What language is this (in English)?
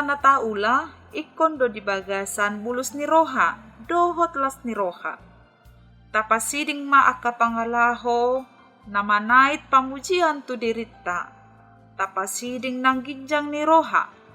Batak Toba